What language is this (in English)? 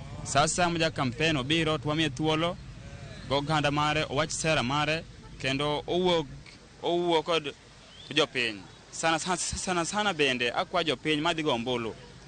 Luo (Kenya and Tanzania)